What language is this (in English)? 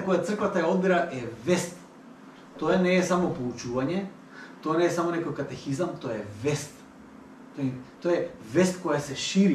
Macedonian